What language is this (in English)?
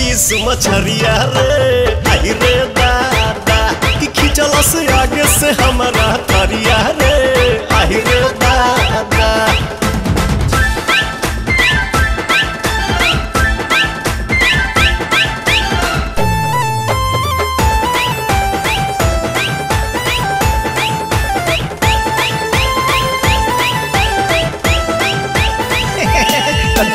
Bhojpuri